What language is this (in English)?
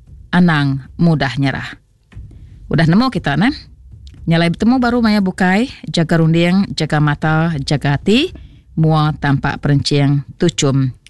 Iban